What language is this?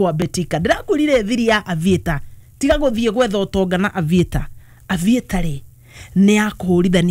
Kikuyu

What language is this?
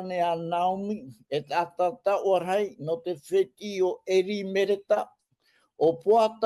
Tahitian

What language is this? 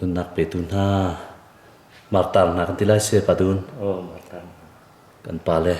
Hakha Chin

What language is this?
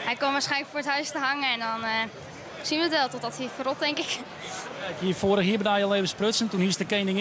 Western Frisian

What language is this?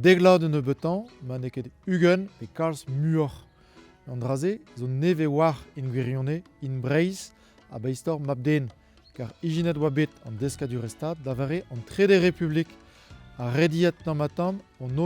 Breton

